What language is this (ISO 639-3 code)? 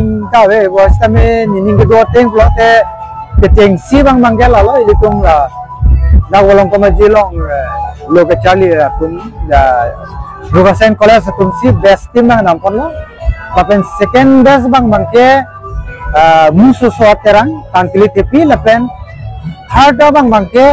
mjw